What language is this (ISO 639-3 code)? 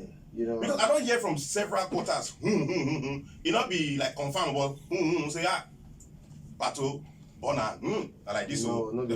pcm